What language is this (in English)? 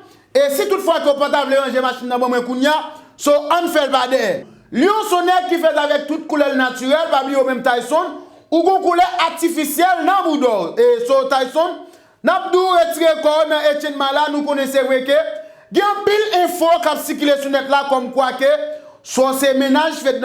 Haitian Creole